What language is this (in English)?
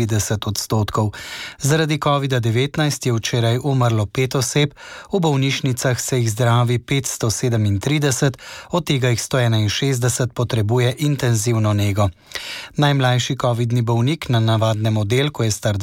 Slovenian